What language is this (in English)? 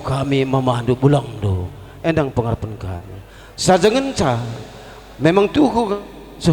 Batak Karo